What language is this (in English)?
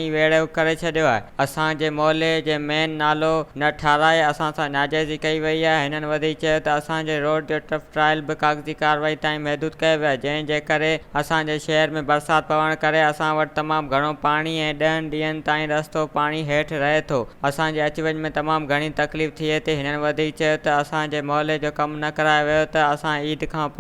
Sindhi